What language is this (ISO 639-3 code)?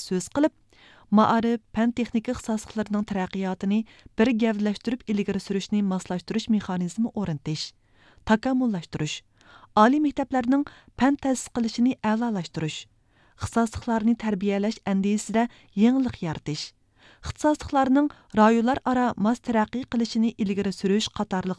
uig